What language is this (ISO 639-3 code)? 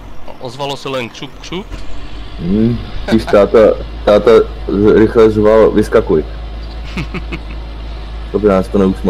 ces